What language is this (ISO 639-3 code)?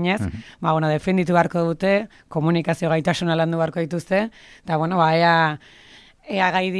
eus